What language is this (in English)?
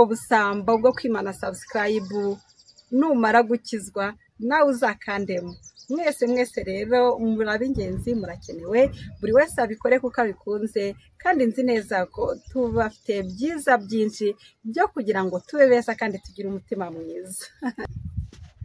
Kinyarwanda